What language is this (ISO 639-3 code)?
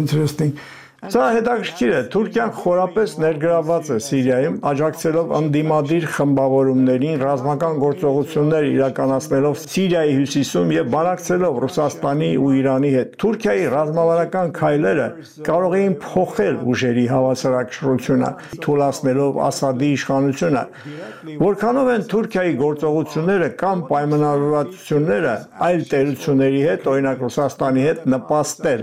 hye